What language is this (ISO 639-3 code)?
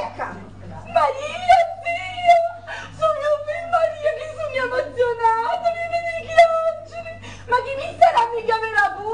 scn